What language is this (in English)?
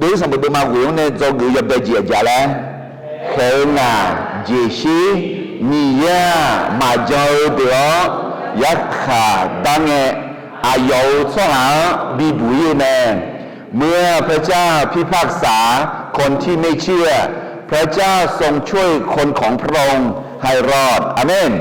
Akha